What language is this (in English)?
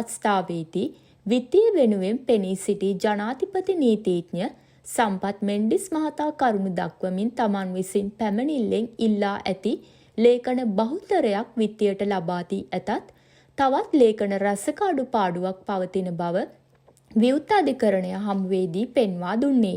Sinhala